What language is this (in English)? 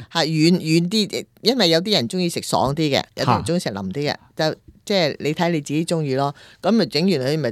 Cantonese